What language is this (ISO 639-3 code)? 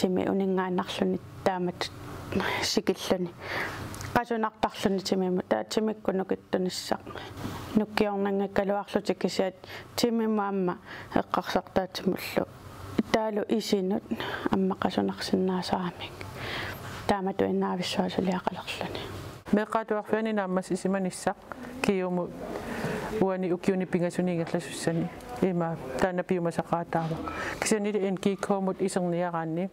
kal